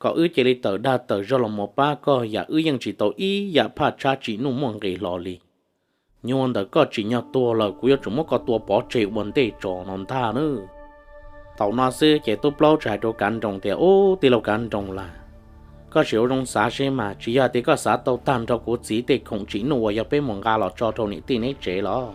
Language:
Hmong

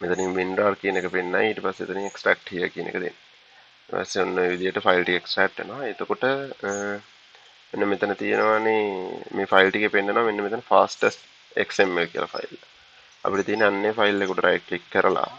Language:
Sinhala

